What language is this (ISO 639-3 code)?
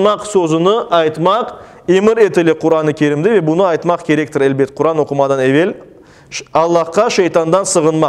crh